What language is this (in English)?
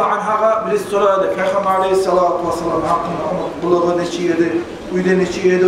Kumyk